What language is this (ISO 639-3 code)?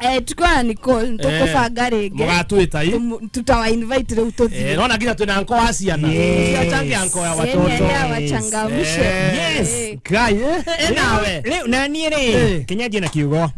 kik